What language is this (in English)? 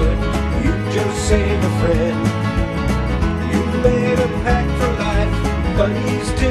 English